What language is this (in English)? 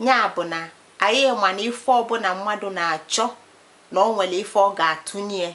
Igbo